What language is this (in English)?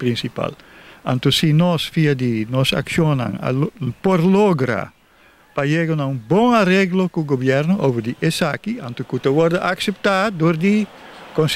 Papiamento